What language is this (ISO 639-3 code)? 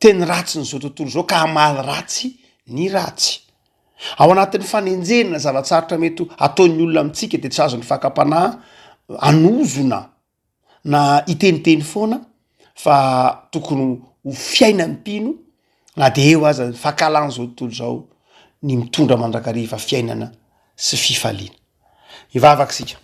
mlg